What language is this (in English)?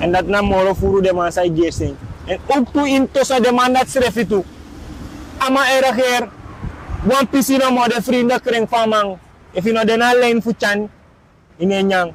Sranan Tongo